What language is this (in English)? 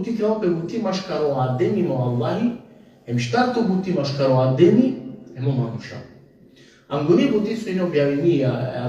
Balkan Romani